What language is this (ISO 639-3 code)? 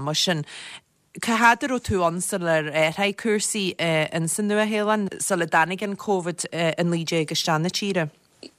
gle